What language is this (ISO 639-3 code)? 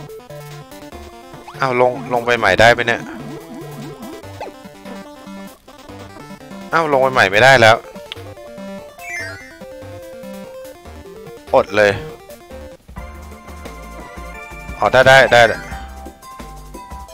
tha